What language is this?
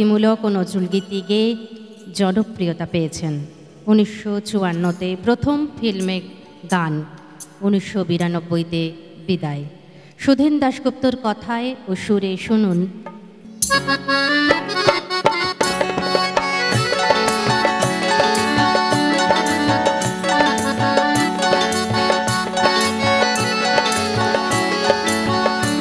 Bangla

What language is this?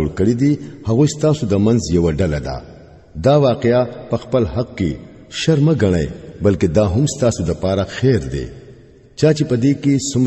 Pashto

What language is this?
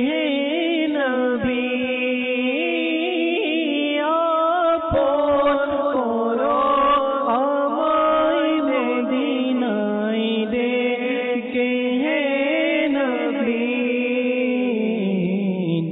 Bangla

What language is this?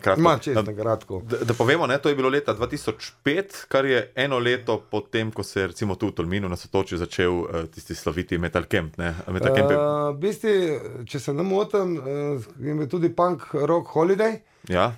Slovenian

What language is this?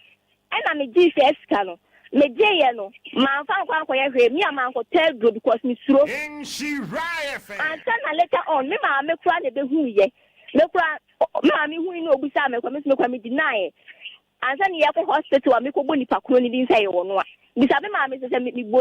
Akan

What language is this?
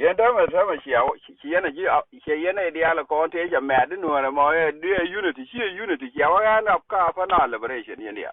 Nuer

